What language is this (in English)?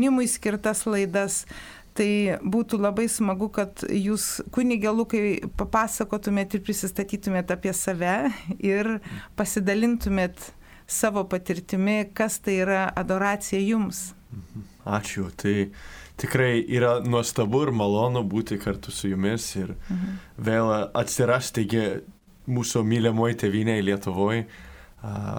Lithuanian